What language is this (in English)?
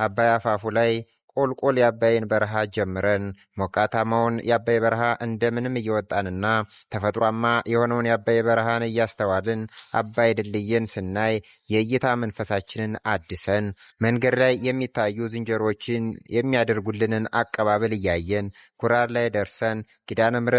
Amharic